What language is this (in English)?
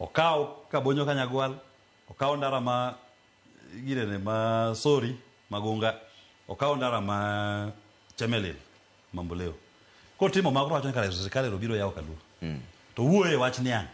Luo (Kenya and Tanzania)